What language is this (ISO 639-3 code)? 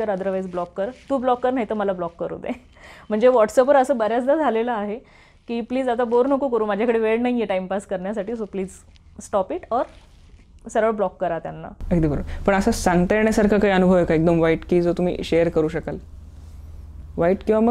mar